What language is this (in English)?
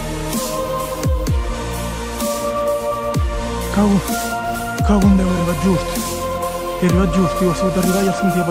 Catalan